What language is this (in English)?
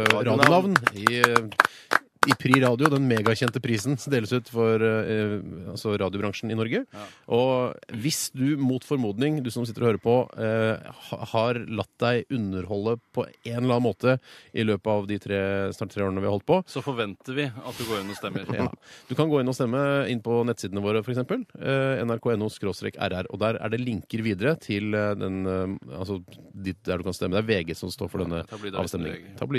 Norwegian